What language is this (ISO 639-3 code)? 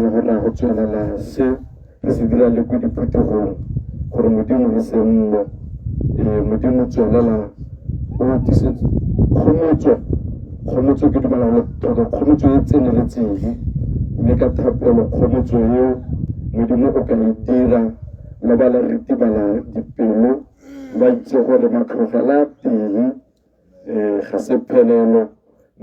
tsn